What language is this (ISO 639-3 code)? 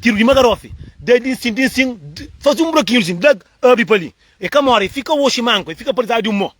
kea